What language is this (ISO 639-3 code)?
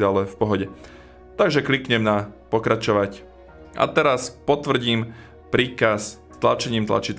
slk